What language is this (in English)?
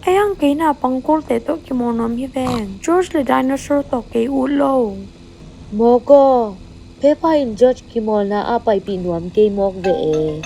Tedim Chin